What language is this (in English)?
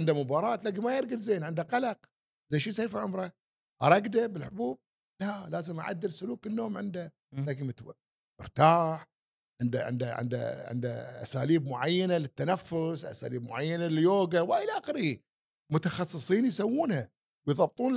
Gulf Arabic